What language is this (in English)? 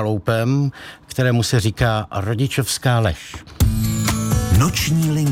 Czech